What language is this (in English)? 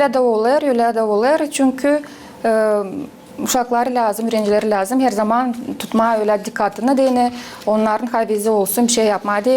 Gagauz